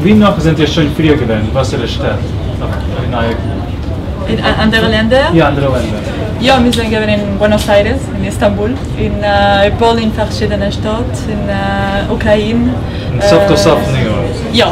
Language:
Yiddish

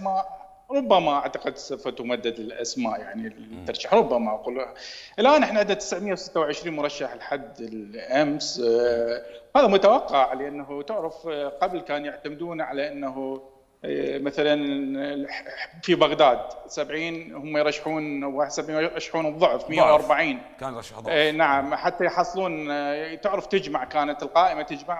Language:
Mesopotamian Arabic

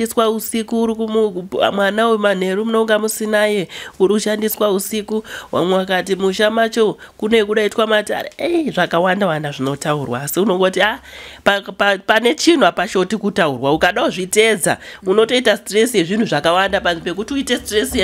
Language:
Shona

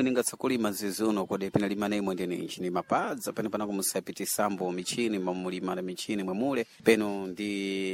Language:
Sena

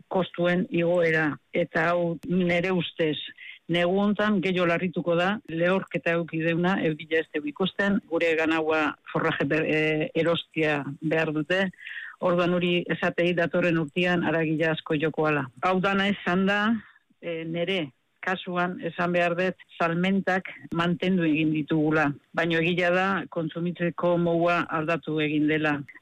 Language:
Basque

